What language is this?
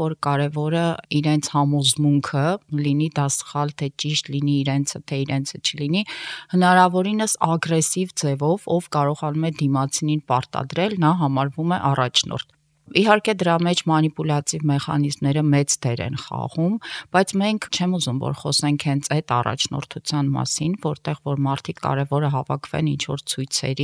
Armenian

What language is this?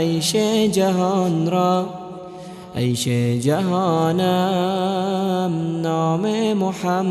Persian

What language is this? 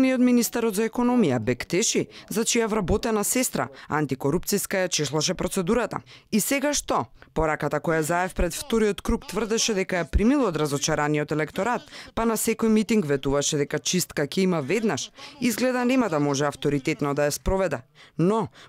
Macedonian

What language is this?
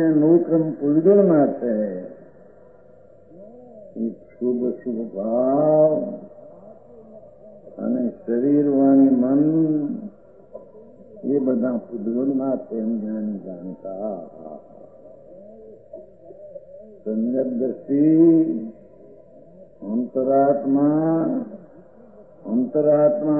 Gujarati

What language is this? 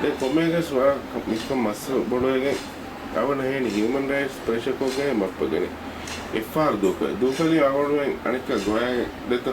Divehi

